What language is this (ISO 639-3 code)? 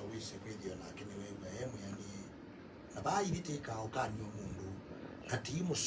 kam